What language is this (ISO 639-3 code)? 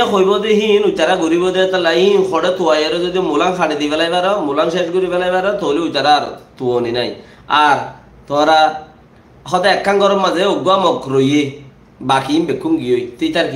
rhg